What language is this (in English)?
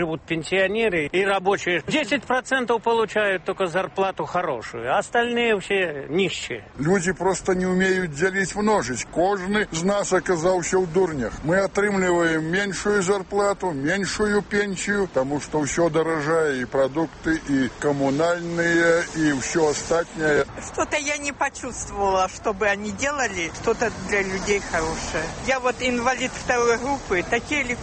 Belarusian